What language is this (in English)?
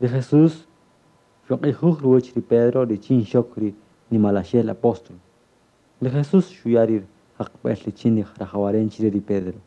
Kaqchikel